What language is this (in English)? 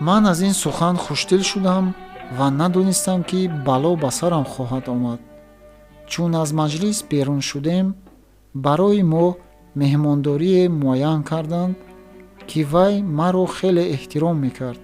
Tajik